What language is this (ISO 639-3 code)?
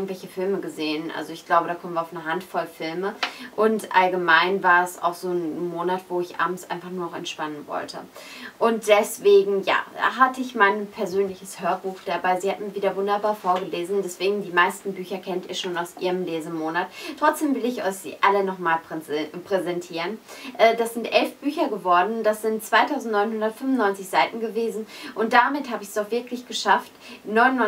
deu